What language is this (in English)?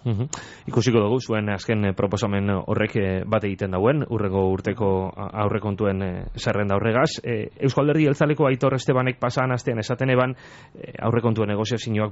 Basque